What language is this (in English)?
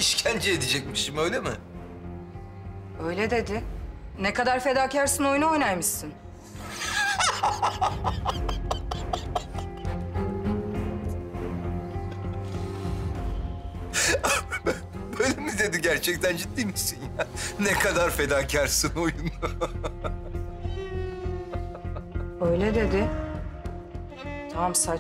Turkish